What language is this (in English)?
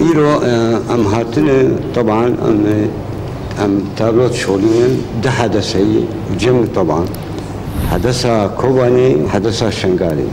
Kurdish